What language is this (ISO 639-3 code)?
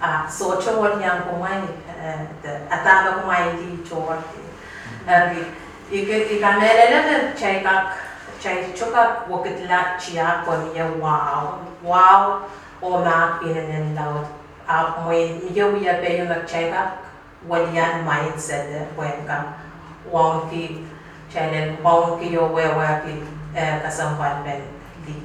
pon